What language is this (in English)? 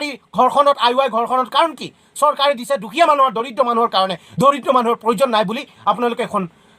Assamese